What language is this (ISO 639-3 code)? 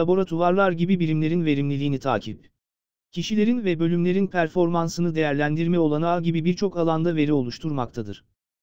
tur